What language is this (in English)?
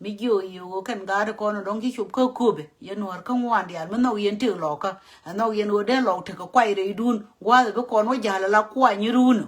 Nuer